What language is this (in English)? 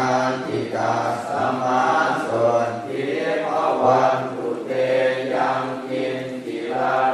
Pali